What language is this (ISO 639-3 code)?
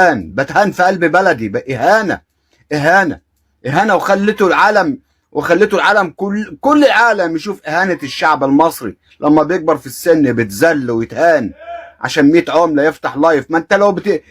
arz